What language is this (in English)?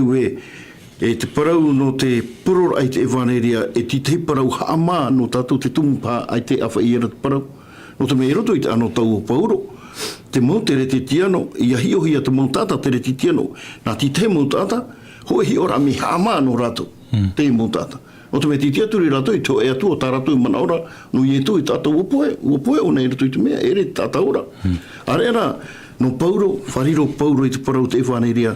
Tahitian